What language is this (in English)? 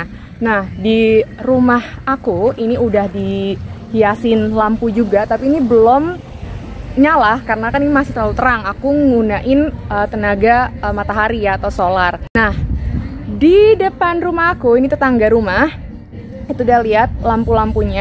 Indonesian